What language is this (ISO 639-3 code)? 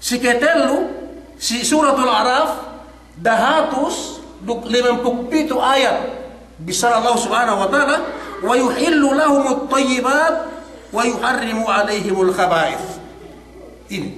yka